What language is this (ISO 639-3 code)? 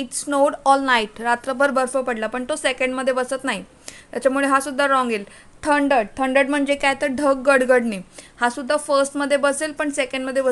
mar